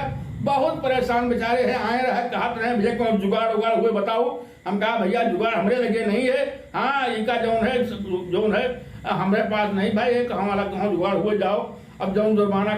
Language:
Awadhi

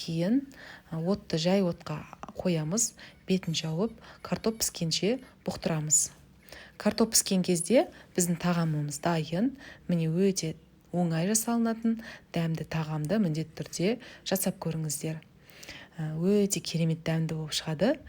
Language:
Kazakh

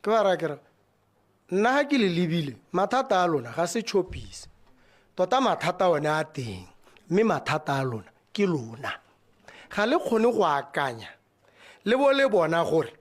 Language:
Tswana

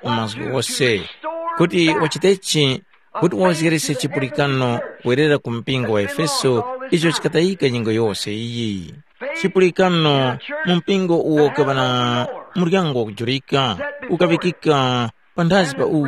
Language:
Tumbuka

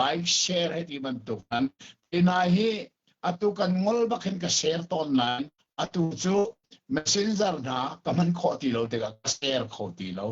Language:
Hakha Chin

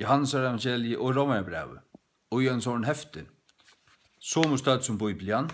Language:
Faroese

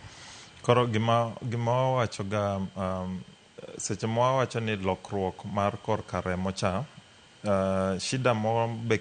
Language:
Luo (Kenya and Tanzania)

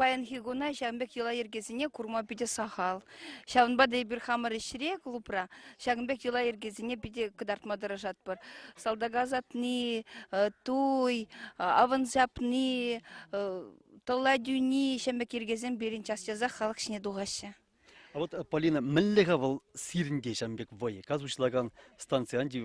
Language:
Chuvash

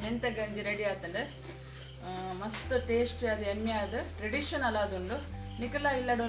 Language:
Tulu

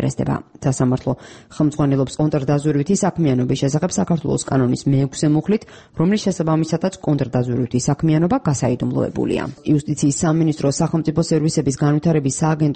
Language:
Georgian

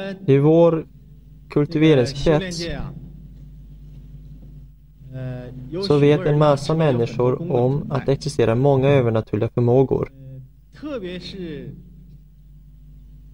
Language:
Swedish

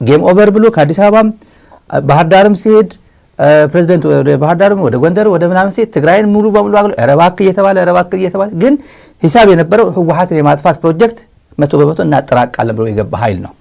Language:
Amharic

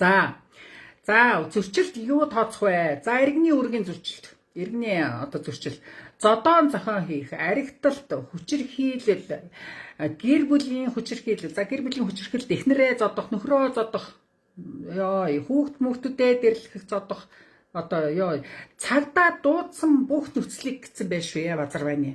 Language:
Mongolian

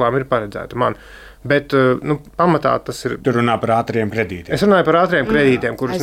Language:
Latvian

